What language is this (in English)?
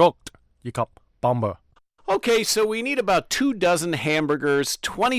Cantonese